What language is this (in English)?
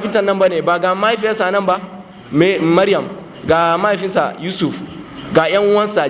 Hausa